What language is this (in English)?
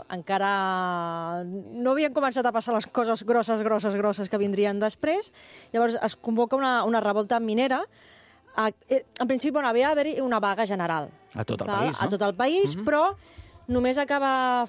Catalan